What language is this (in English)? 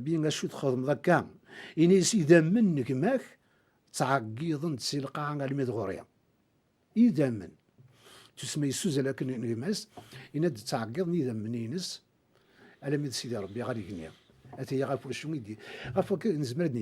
Kabyle